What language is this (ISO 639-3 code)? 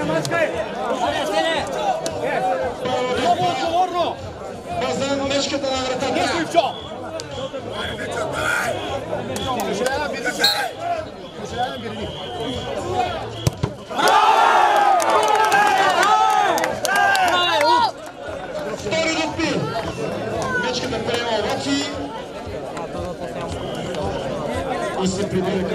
bul